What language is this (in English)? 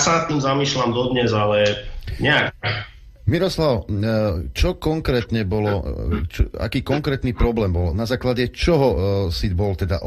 Slovak